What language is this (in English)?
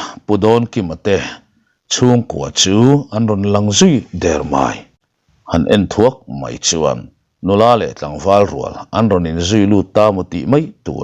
Mizo